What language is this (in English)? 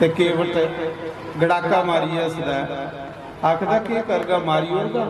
Dogri